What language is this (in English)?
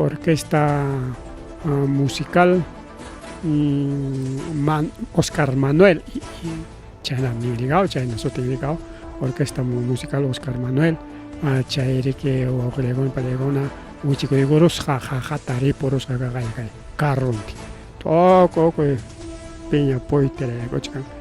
Ayacucho Quechua